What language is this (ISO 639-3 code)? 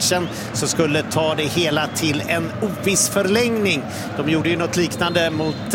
swe